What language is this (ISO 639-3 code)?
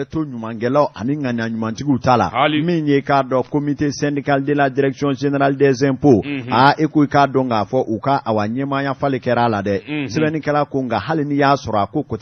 bam